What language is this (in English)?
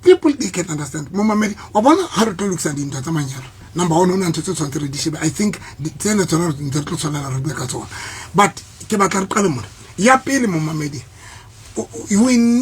Southern Sotho